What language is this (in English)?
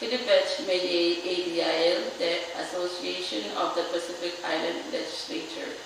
Pohnpeian